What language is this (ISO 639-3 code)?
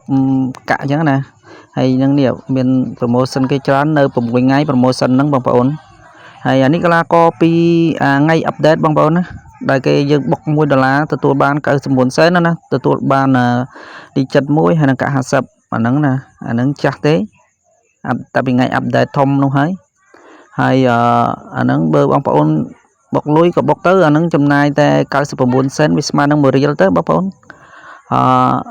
khm